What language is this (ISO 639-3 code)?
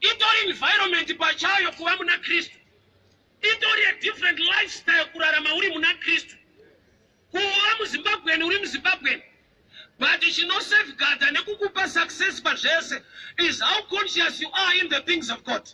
sna